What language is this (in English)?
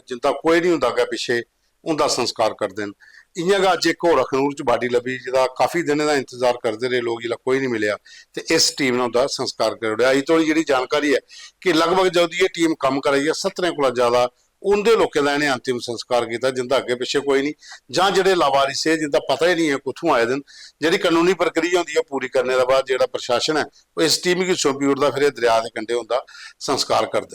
Dogri